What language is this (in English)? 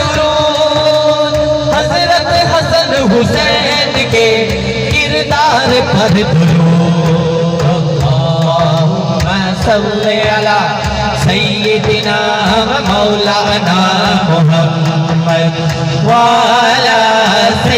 Saraiki